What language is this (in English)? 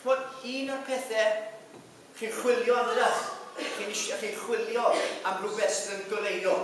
Welsh